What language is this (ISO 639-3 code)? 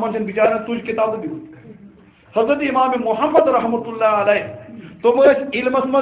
kas